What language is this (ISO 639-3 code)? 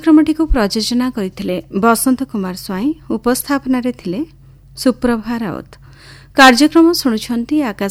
ori